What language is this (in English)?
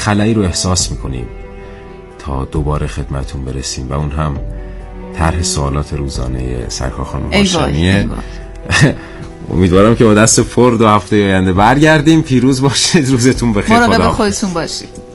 Persian